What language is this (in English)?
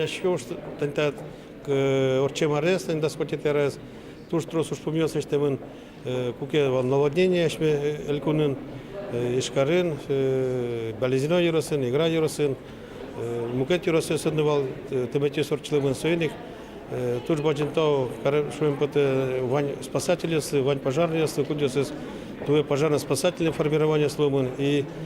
Udmurt